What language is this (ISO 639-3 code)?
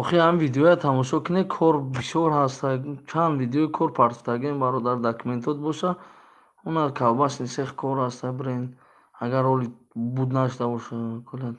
tgk